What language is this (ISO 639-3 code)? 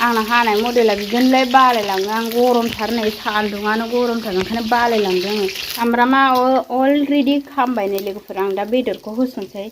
brx